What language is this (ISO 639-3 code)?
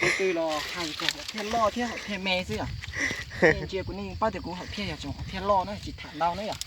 hmn